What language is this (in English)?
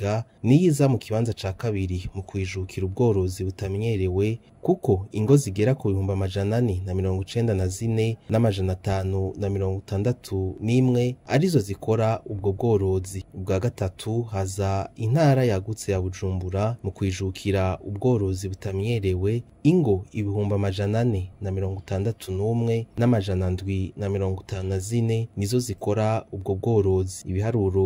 Rundi